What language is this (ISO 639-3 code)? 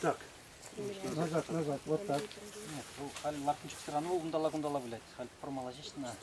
chv